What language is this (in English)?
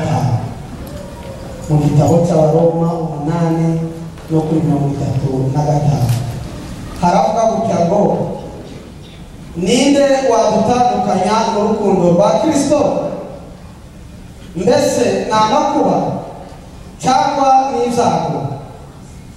Kinyarwanda